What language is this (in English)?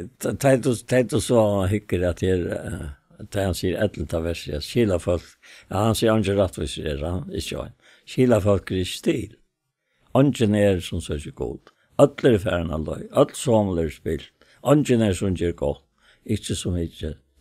Faroese